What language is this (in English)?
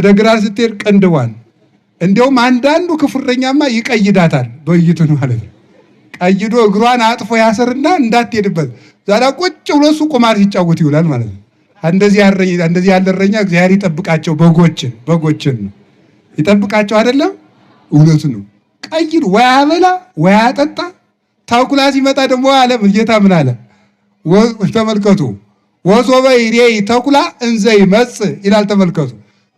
Amharic